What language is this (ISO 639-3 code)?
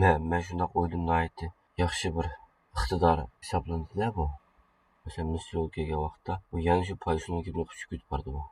uig